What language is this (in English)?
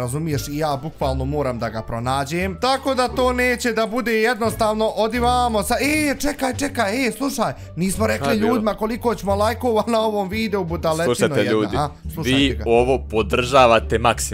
Bosnian